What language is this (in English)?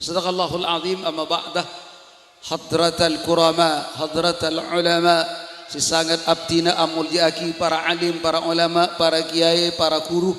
Madurese